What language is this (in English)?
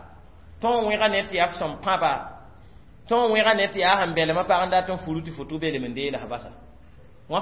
Mossi